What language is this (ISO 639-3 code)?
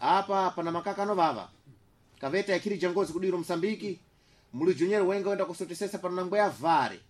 seh